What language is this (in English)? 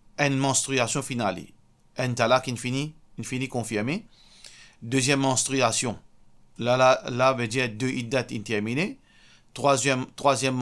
Morisyen